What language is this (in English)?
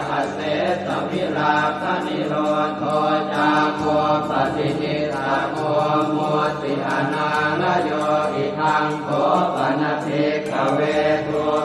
Pali